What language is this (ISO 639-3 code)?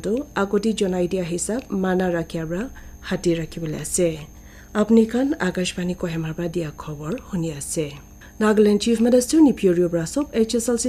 nag